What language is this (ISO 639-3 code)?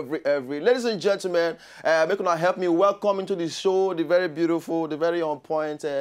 pcm